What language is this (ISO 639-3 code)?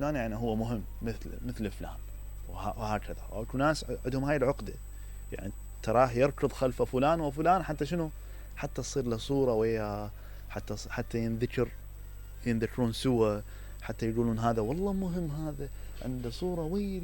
acm